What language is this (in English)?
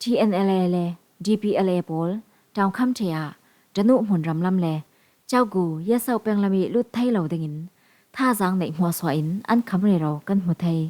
Falam Chin